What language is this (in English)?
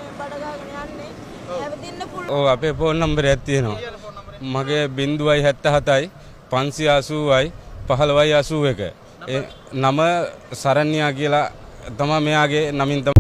Sinhala